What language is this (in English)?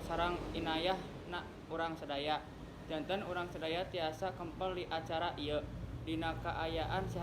Sundanese